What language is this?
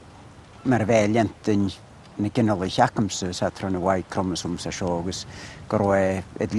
Scottish Gaelic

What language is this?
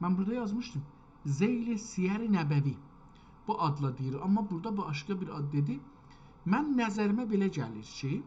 South Azerbaijani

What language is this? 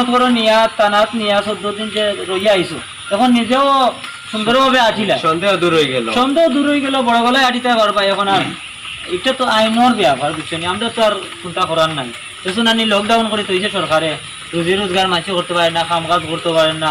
Sylheti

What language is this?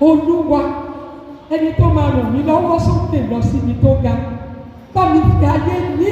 Yoruba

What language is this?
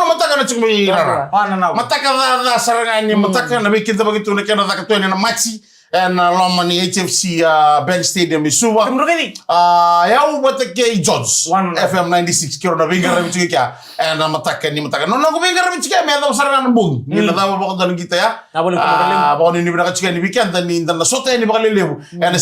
Fijian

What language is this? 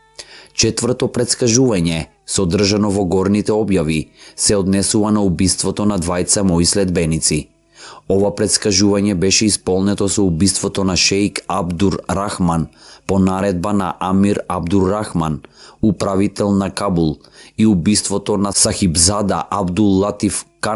Macedonian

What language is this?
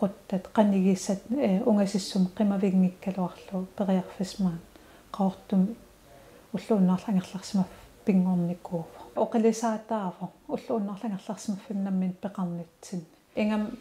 Kalaallisut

